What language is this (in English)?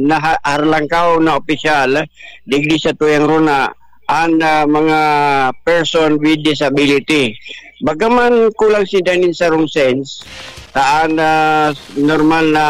Bikol